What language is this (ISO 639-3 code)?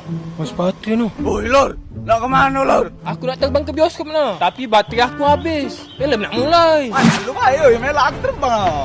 mui